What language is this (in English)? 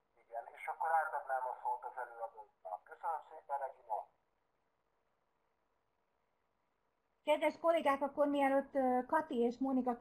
Hungarian